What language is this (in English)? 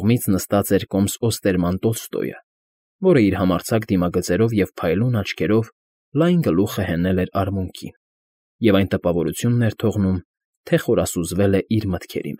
Armenian